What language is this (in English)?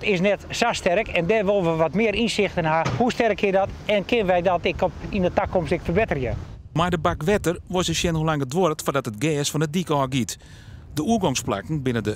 Western Frisian